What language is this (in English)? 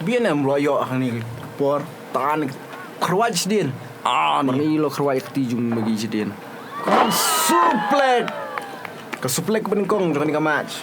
Khasi